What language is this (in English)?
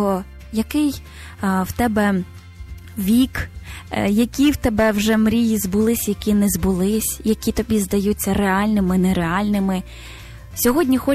Ukrainian